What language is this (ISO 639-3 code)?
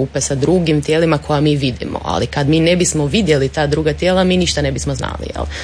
hrv